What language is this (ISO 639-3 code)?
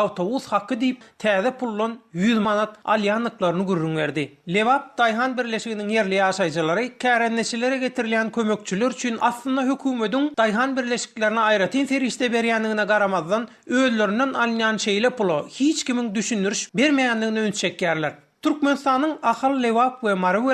tuk